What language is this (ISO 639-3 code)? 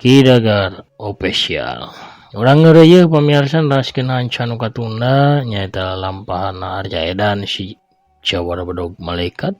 sun